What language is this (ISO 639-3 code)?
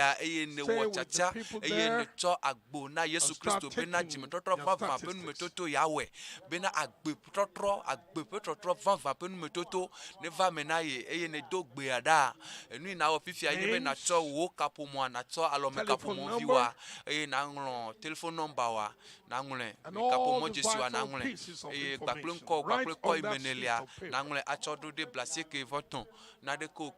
ewe